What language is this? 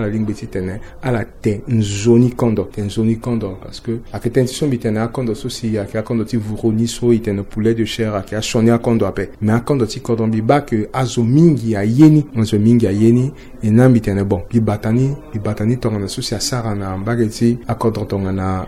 Sango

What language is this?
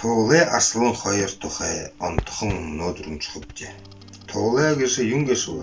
Buriat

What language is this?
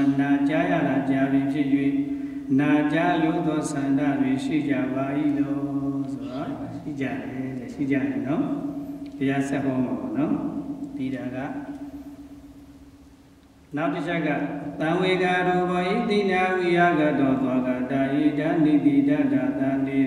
Burmese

